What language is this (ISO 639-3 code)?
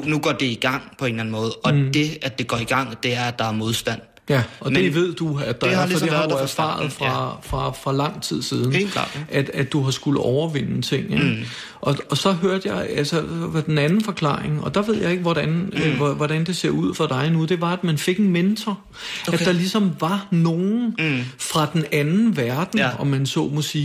dan